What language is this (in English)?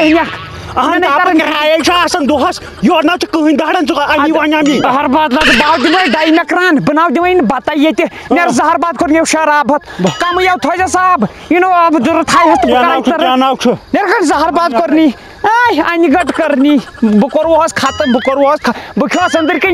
Kashmiri